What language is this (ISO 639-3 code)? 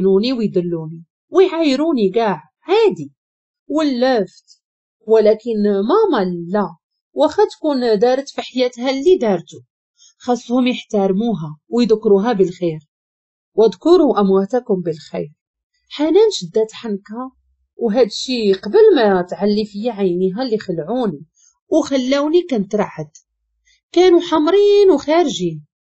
ary